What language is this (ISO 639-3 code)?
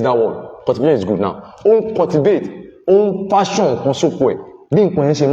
yor